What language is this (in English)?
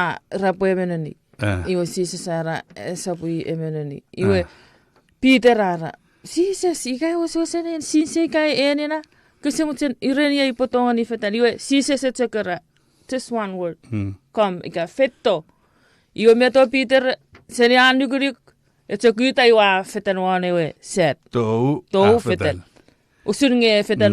Chuukese